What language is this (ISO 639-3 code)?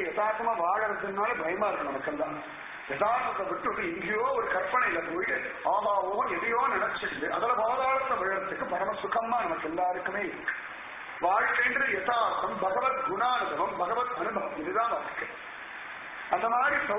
tam